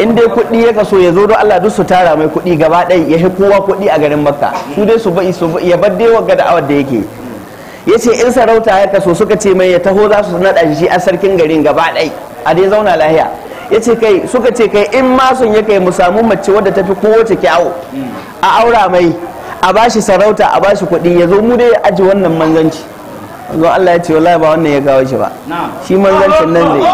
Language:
Hausa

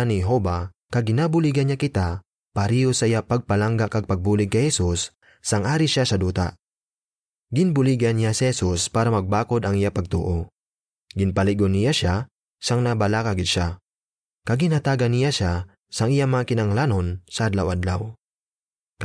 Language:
Hiligaynon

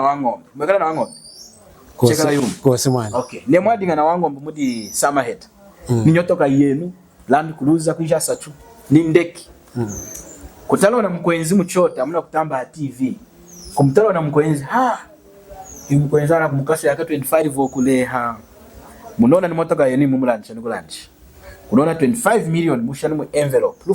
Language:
Lunda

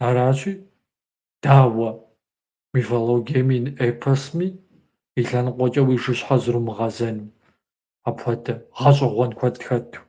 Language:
Kabardian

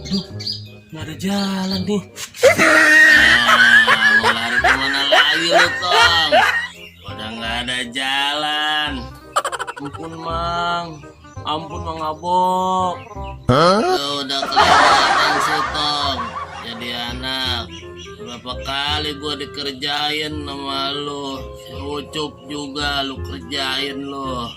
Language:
Betawi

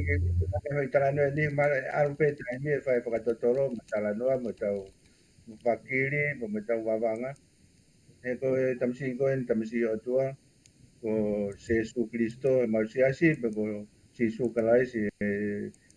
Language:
Tongan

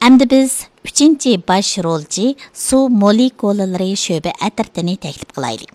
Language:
Uyghur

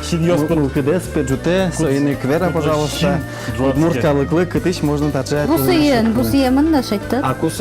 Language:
Udmurt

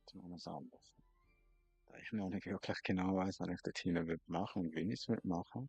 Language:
Swiss German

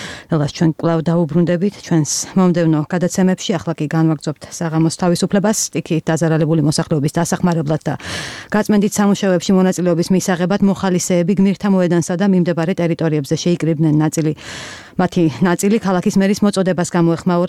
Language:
Georgian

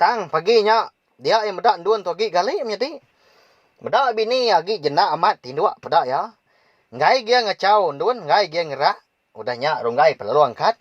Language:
Iban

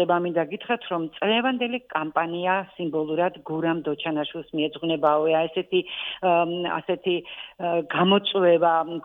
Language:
Georgian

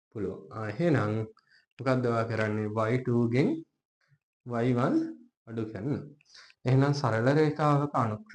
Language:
Sinhala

